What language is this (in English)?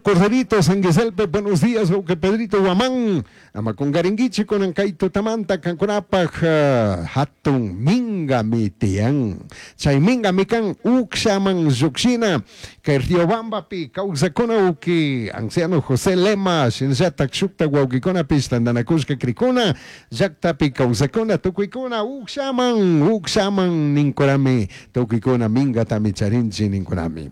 Chimborazo Highland Quichua